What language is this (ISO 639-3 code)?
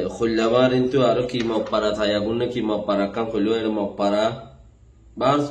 rhg